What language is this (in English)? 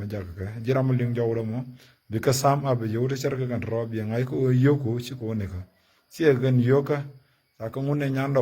Nuer